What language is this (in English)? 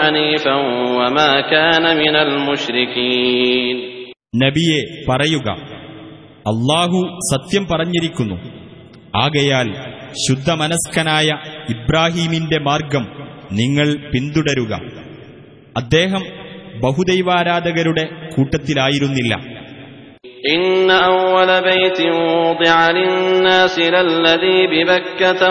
Malayalam